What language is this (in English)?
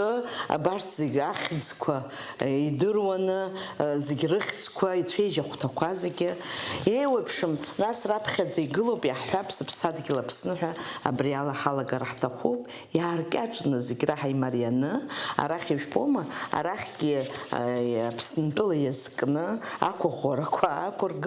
Abkhazian